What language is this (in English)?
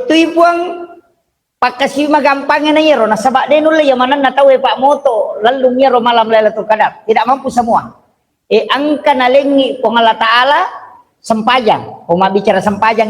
Buginese